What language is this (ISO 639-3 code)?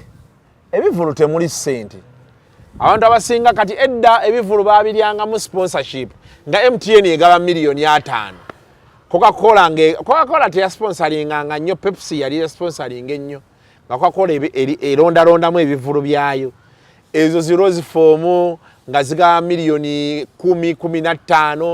lug